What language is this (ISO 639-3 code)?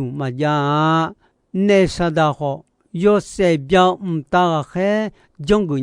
ahk